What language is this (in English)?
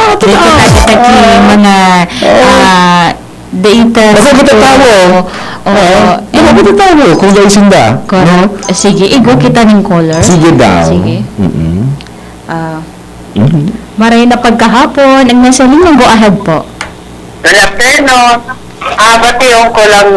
Bikol